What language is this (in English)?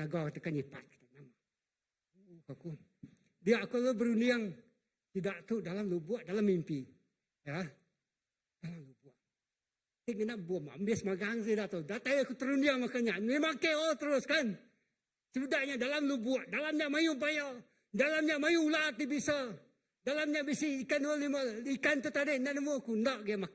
Iban